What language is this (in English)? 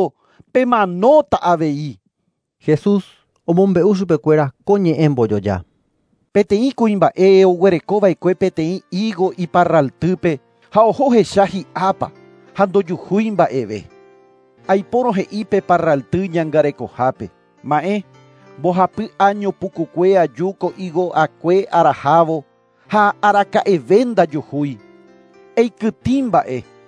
Guarani